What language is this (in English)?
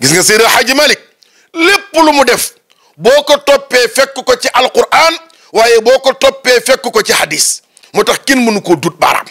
Wolof